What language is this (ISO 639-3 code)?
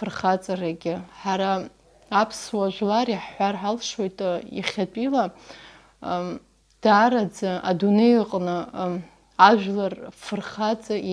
abk